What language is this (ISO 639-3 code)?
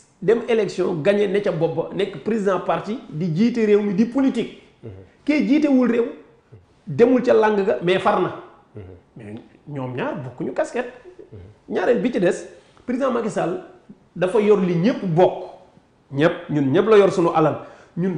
wol